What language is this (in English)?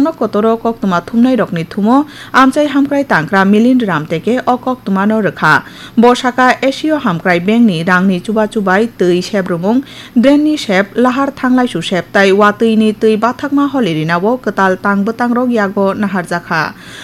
Kok Borok